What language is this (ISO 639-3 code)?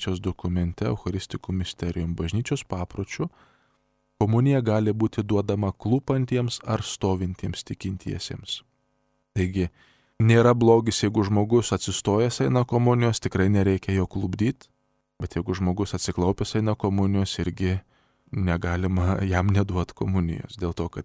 lit